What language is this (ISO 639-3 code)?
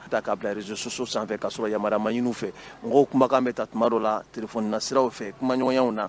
bam